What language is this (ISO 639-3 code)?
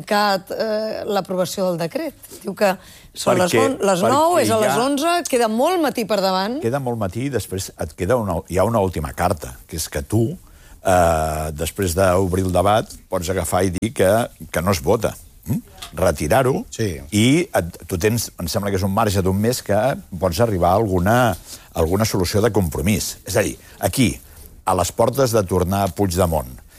cat